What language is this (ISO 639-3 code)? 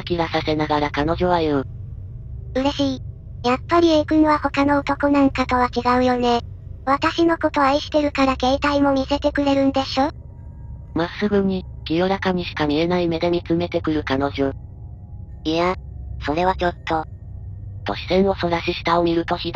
jpn